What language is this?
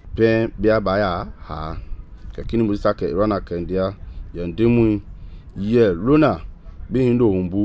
Mende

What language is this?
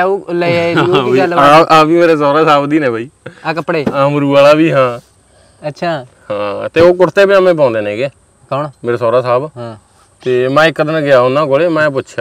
Punjabi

